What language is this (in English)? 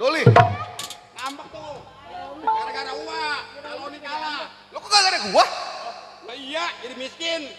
Betawi